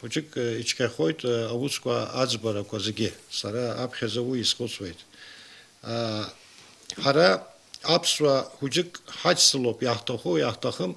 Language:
Abkhazian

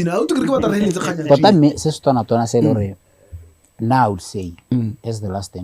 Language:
Tswana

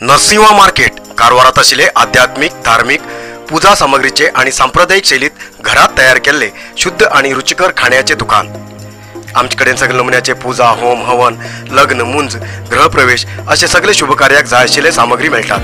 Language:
Konkani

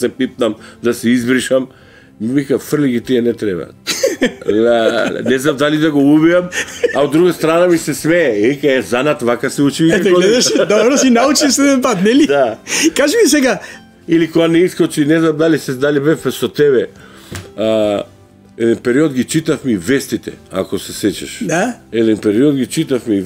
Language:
Macedonian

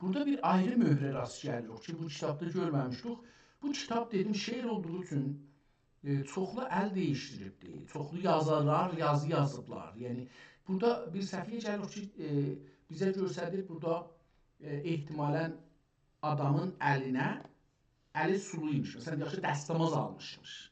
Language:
South Azerbaijani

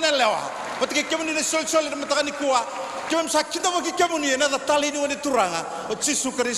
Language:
Fijian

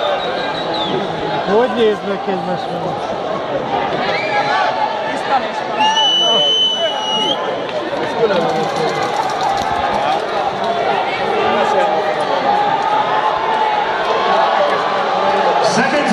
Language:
Hungarian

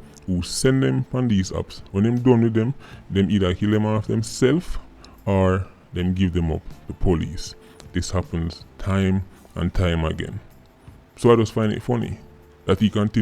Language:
Jamaican Creole English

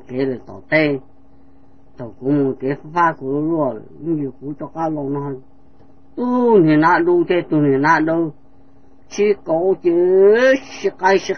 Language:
Hmong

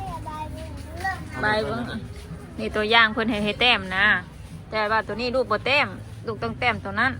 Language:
Northeastern Thai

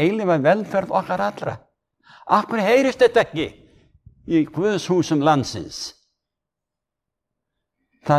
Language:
Icelandic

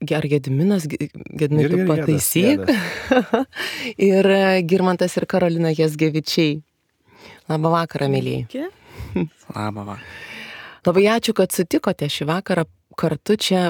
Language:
Lithuanian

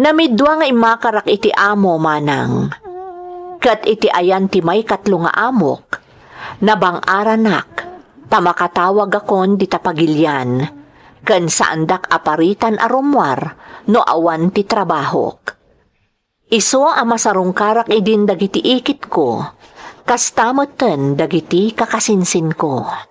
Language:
Iloko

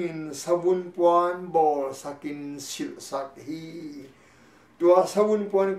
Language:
Tedim Chin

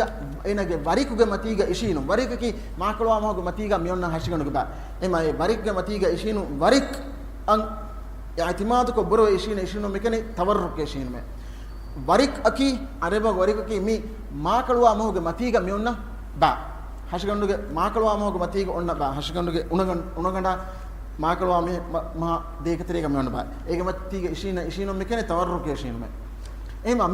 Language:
Divehi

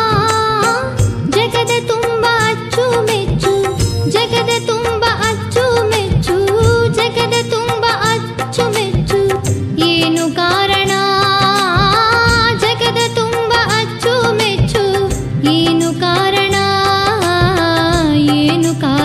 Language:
Kannada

